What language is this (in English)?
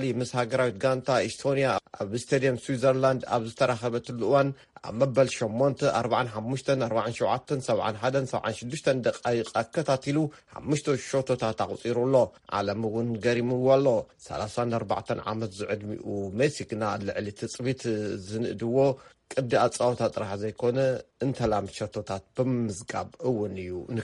Tigrinya